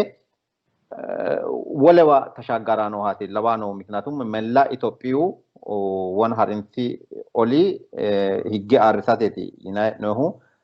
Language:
Sidamo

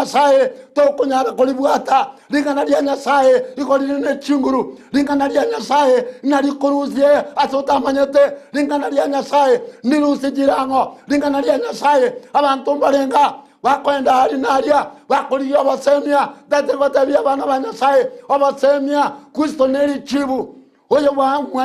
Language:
Gusii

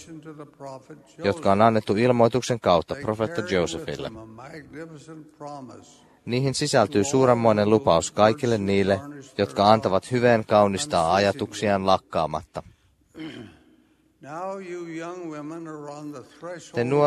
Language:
Finnish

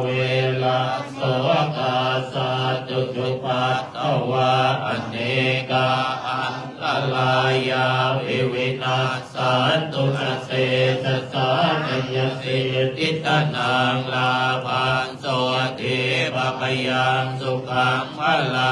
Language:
Pali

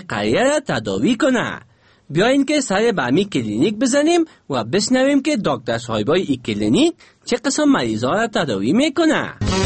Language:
Persian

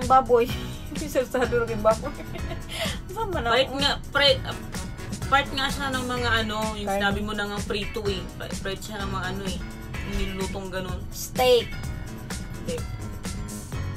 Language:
Filipino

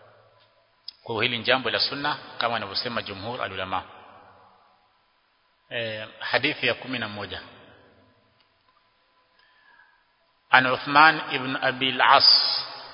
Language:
Swahili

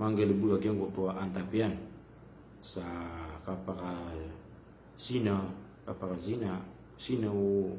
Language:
Maranao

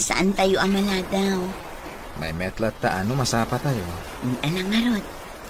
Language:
Iloko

